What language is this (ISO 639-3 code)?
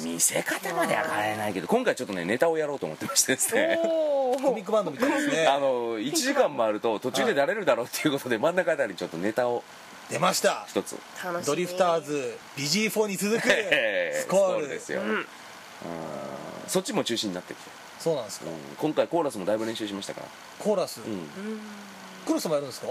jpn